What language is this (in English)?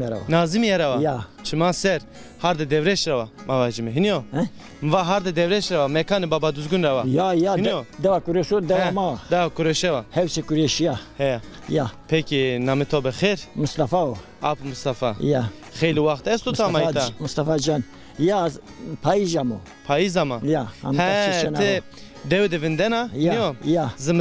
Zaza